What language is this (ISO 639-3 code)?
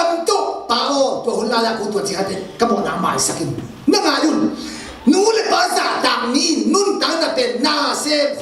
ctd